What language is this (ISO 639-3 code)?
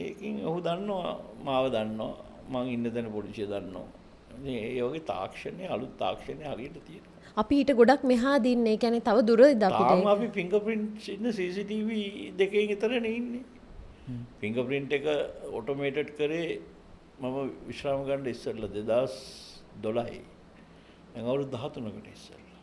sin